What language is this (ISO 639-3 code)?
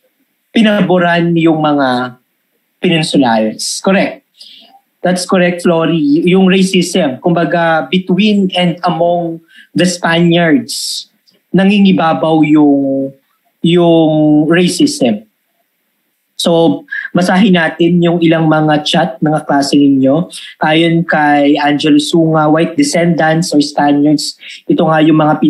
fil